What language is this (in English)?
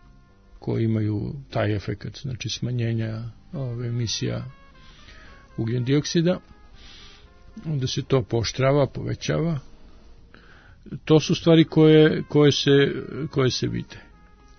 Serbian